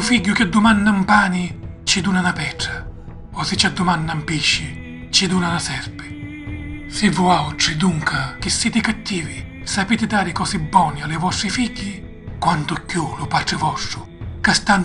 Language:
Sicilian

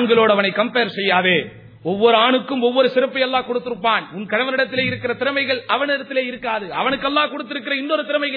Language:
Tamil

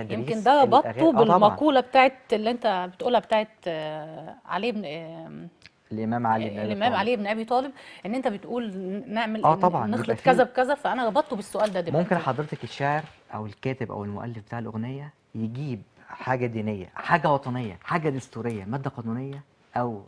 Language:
Egyptian Arabic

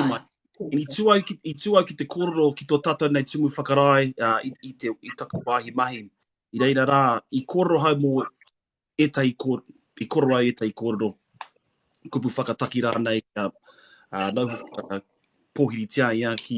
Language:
Māori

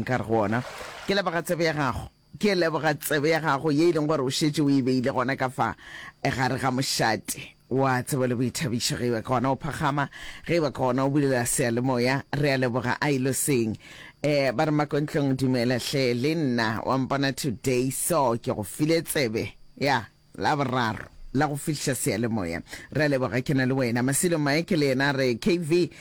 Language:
Northern Sotho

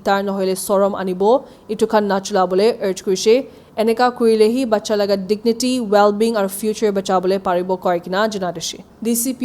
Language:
Naga Pidgin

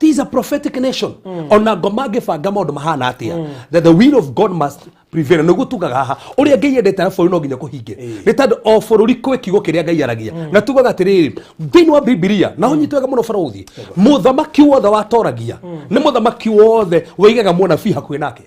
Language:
Kikuyu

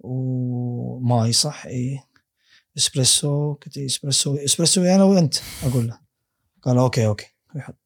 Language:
Gulf Arabic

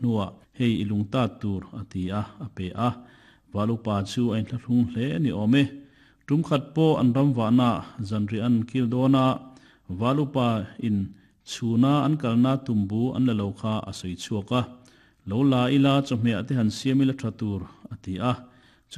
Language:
Mizo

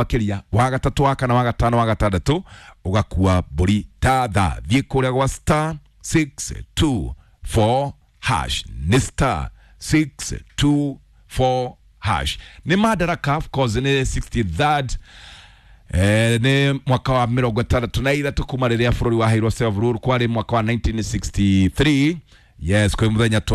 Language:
Kikuyu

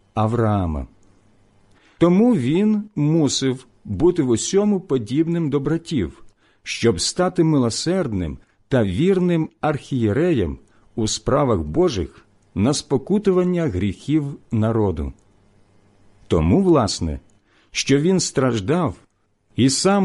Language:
Ukrainian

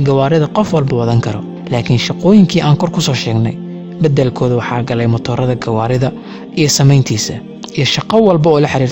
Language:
Somali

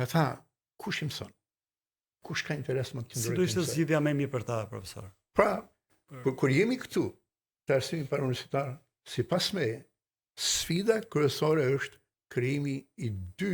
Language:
Albanian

